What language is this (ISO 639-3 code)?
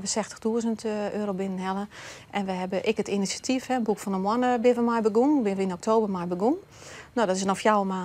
fry